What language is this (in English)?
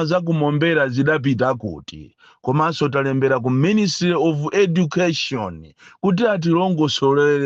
Nyanja